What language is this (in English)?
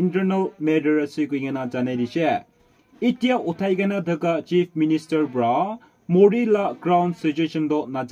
Naga Pidgin